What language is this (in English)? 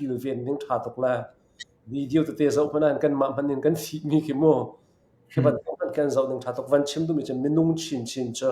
Hakha Chin